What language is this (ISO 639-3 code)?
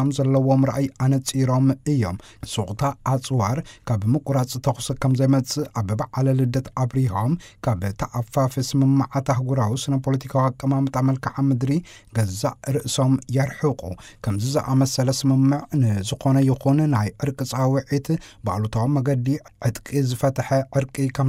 tir